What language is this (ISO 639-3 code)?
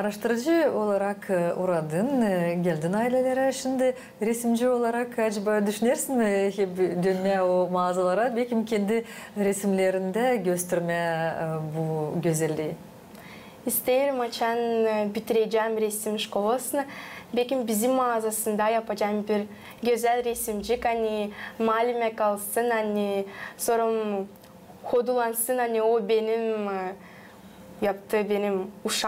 gag